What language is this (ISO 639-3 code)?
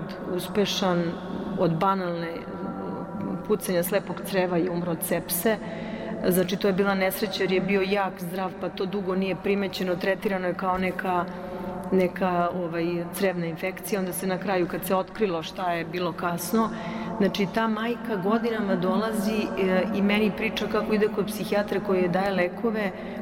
srp